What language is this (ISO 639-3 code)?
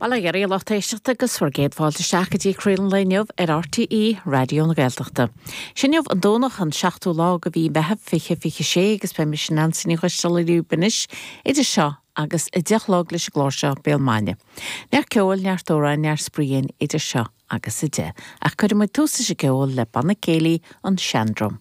gle